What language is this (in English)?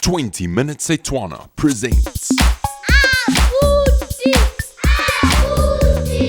Tswana